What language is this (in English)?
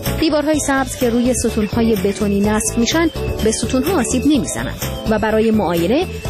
Persian